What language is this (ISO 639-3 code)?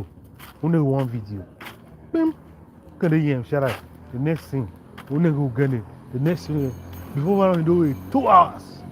tiv